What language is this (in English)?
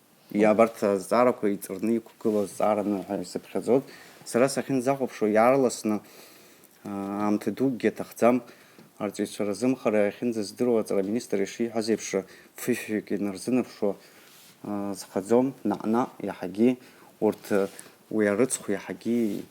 Abkhazian